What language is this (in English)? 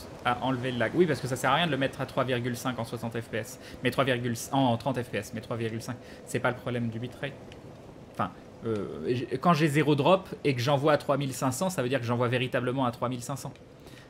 French